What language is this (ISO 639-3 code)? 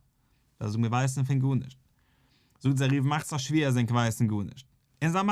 yid